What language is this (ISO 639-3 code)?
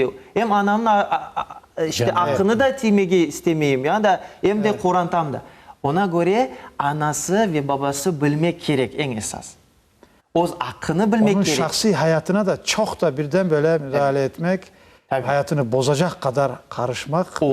crh